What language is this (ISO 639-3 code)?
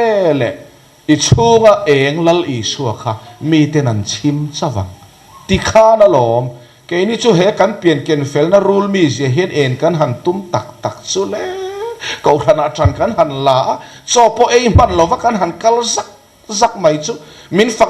lus